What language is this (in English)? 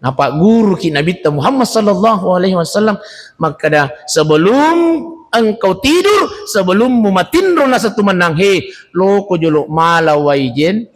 Buginese